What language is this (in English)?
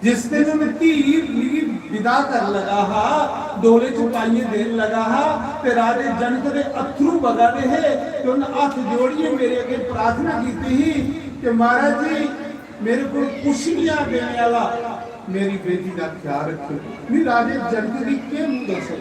Dogri